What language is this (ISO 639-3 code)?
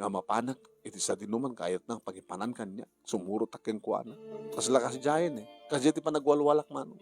ilo